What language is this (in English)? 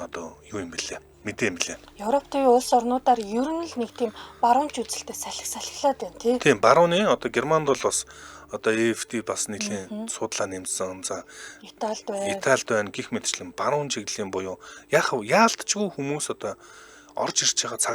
Mongolian